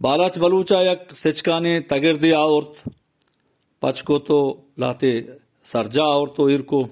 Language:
Eastern Balochi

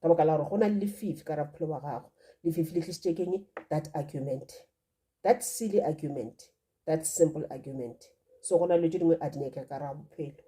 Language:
Northern Sotho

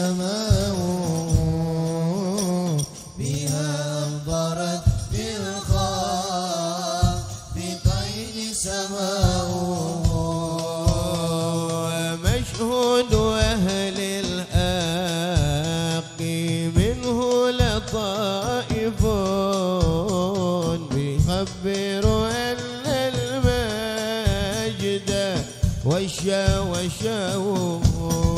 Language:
Arabic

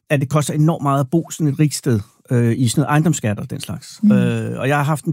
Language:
Danish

